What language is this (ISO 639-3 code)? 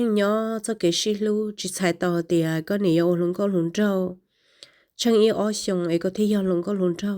hmn